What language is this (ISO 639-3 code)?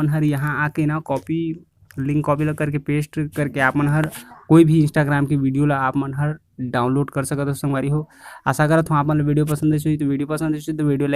hne